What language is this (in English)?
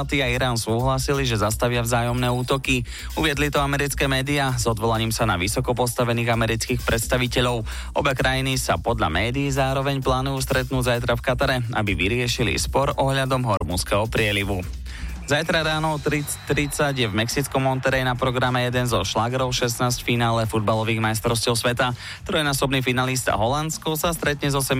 Slovak